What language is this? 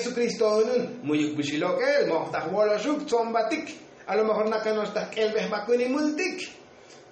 Tzotzil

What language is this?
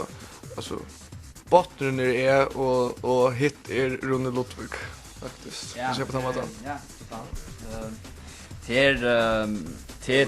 Faroese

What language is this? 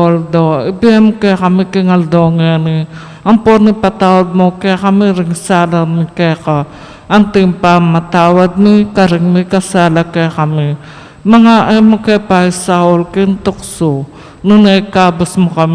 Pampanga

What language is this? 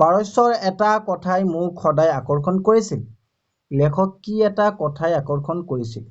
Assamese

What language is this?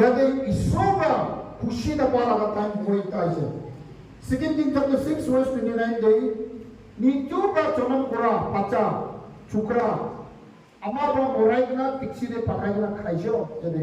Naga Pidgin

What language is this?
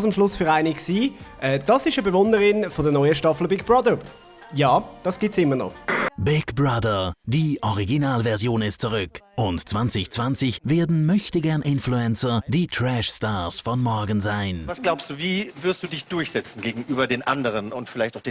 Swiss German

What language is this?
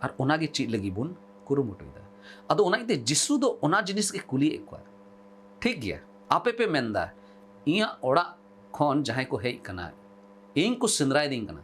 Santali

